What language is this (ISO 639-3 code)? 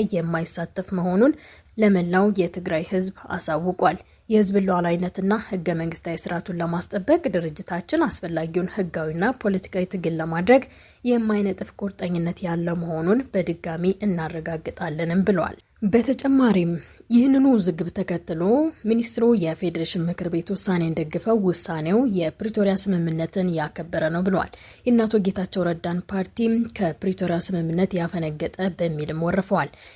amh